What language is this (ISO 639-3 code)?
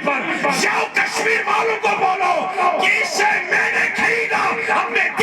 kas